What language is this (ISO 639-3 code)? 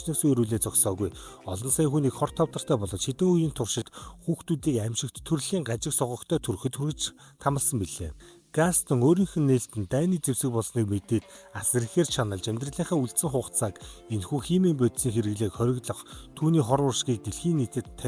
mon